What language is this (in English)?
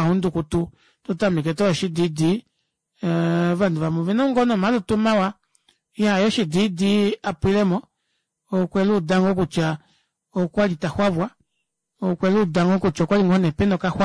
Kuanyama